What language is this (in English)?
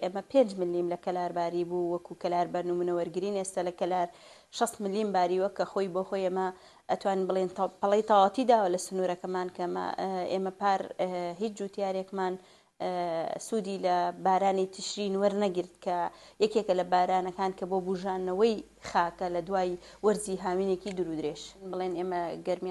Central Kurdish